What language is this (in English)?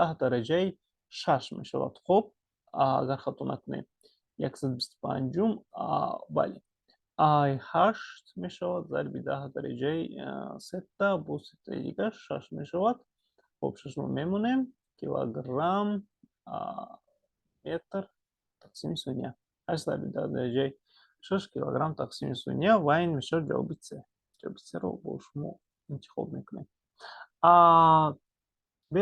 Tajik